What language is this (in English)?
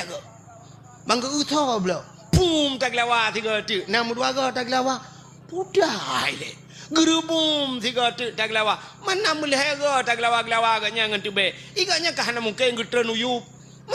Achinese